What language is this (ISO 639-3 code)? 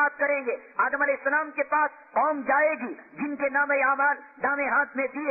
urd